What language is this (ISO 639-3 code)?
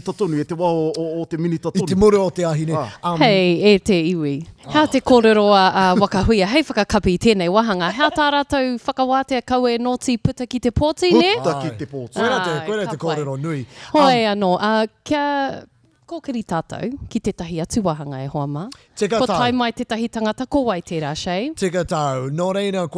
mri